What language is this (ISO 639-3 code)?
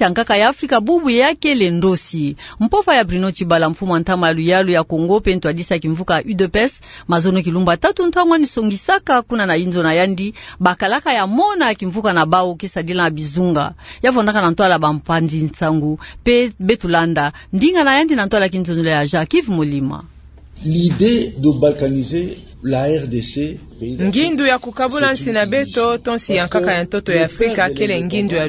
ktu